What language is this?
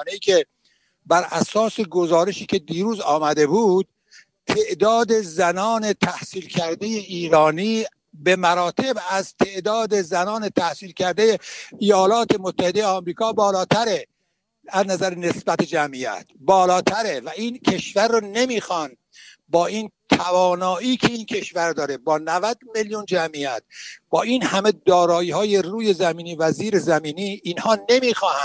Persian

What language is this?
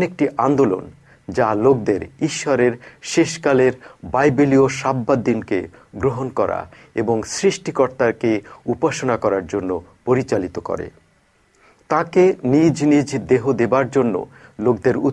Bangla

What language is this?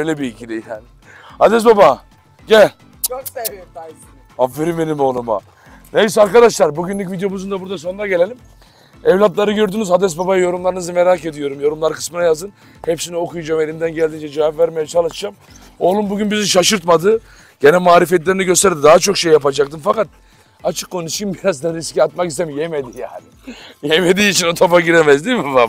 Turkish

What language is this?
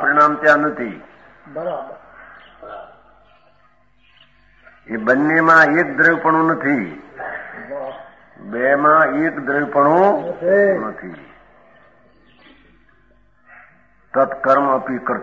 Gujarati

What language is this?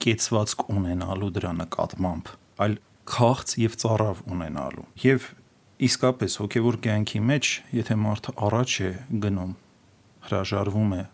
Armenian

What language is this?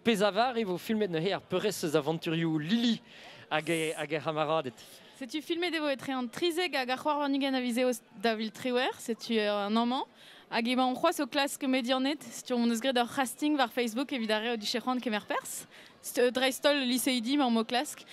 Breton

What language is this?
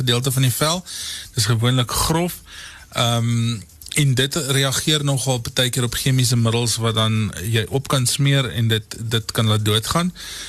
Afrikaans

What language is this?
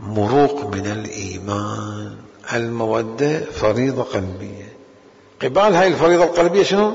Mesopotamian Arabic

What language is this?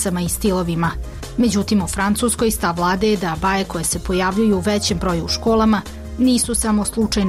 Croatian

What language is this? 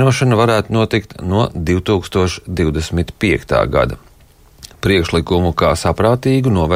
Latvian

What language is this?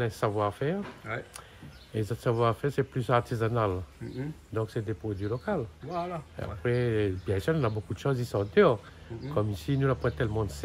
Réunion Creole French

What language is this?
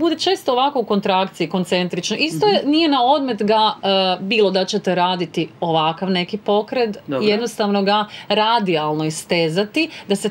Croatian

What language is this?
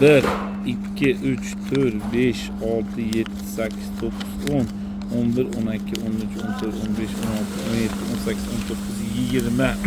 Uzbek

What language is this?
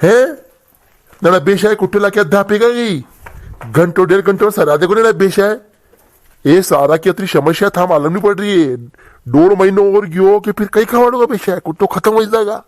Rajasthani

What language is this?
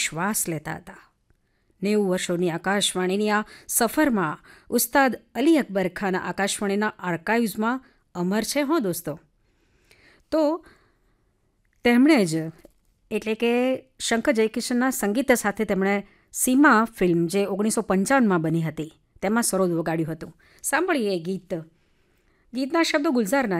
Gujarati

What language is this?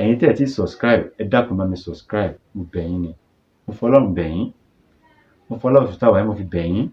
Yoruba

